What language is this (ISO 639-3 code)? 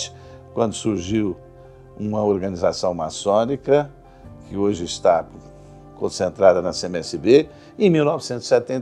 por